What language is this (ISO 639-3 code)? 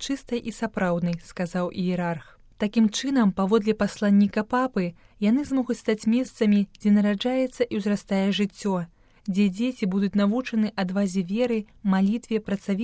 bel